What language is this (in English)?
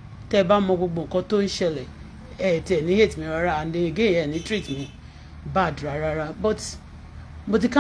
Yoruba